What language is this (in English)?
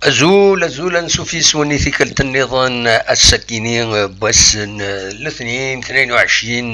Kabyle